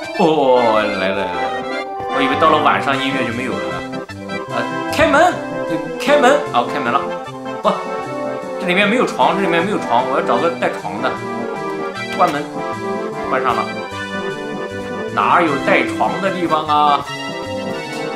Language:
Chinese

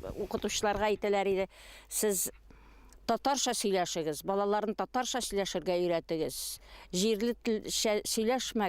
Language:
Bashkir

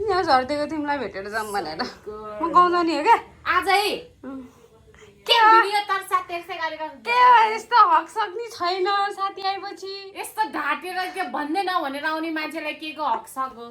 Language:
Nepali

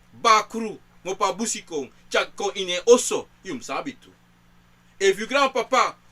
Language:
Sranan Tongo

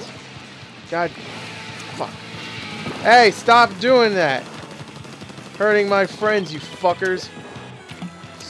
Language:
English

